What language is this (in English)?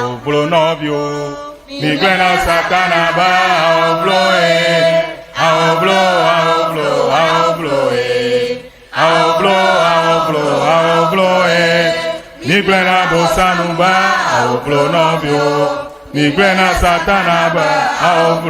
Ewe